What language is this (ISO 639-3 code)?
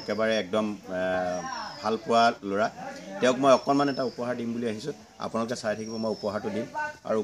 asm